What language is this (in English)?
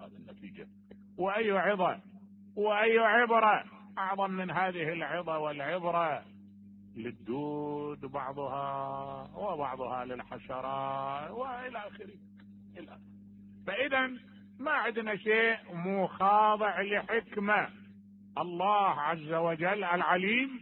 Mesopotamian Arabic